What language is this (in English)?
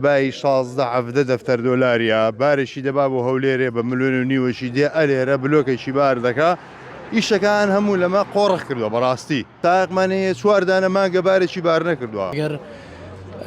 Central Kurdish